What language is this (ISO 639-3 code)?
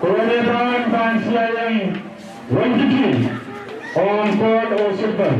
pon